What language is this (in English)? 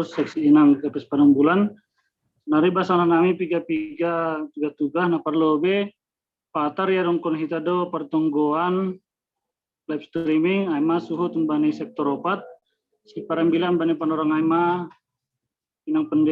Batak Simalungun